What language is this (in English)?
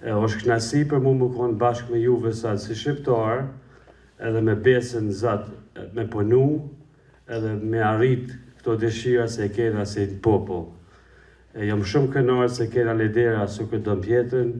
Albanian